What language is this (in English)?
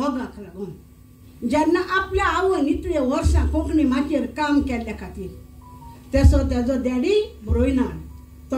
Konkani